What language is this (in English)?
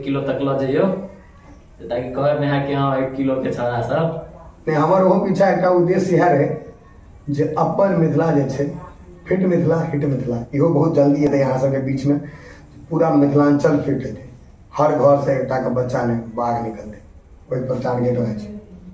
Maithili